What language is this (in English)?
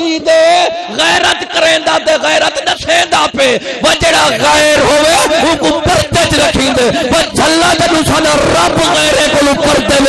Saraiki